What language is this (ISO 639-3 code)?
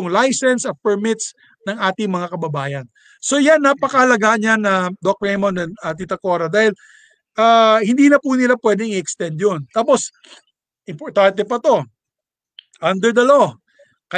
fil